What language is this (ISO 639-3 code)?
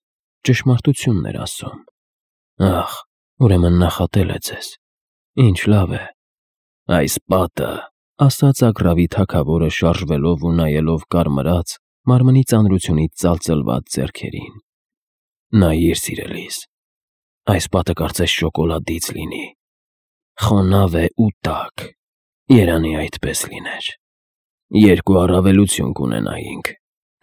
hye